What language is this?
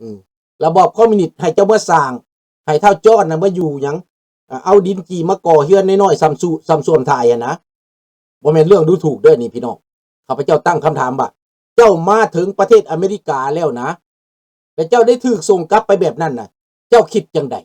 Lao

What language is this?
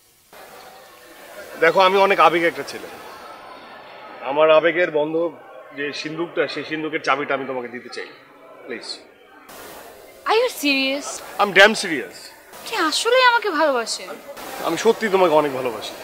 Bangla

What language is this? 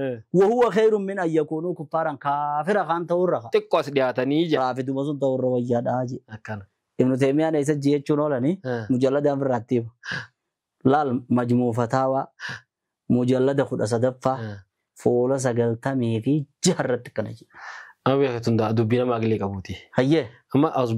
Oromo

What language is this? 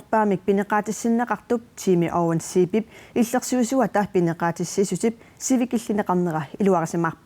Kalaallisut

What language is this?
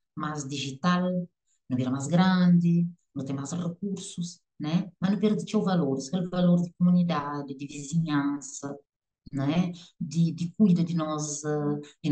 Kabuverdianu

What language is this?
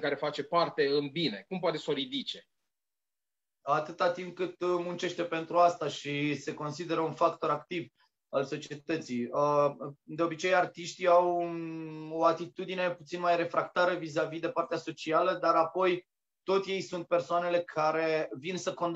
Romanian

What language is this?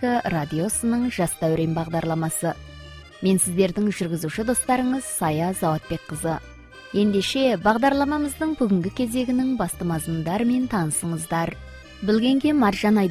Kazakh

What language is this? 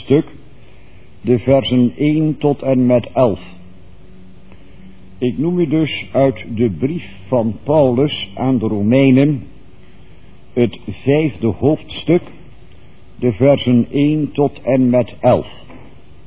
Dutch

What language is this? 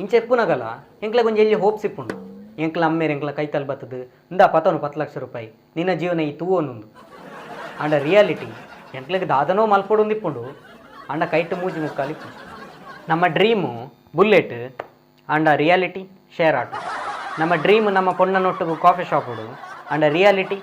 Tulu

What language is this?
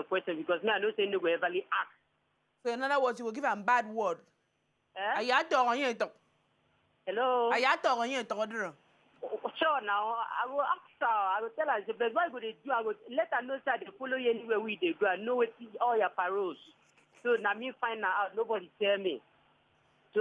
Nigerian Pidgin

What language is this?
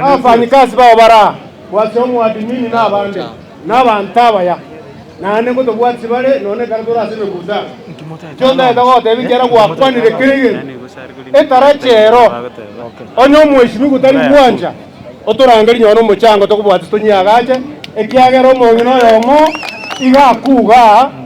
Gusii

